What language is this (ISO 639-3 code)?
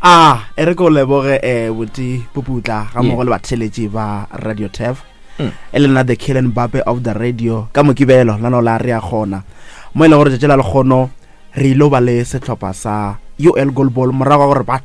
nso